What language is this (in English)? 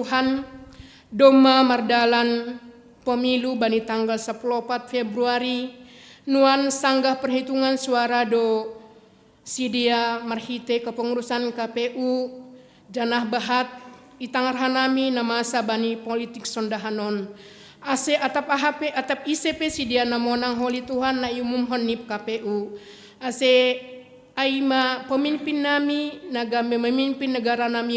Batak Simalungun